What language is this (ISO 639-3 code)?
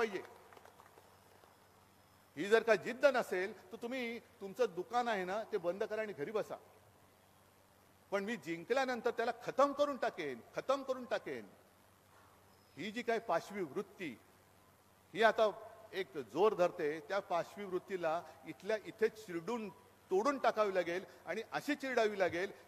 mar